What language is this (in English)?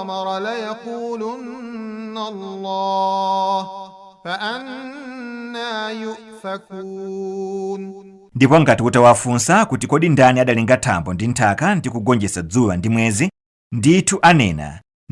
Nyanja